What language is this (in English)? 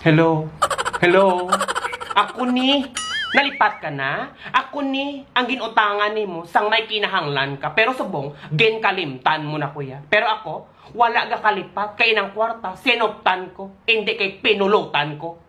Hiligaynon